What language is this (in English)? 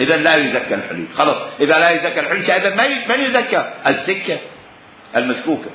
Mesopotamian Arabic